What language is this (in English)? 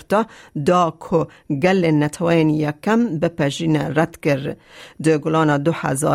Kurdish